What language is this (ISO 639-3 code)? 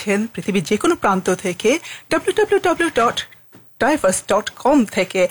ben